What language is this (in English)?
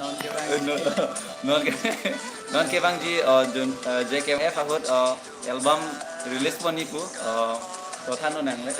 Karbi